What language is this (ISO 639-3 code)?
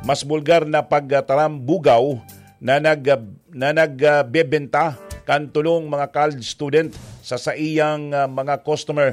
bik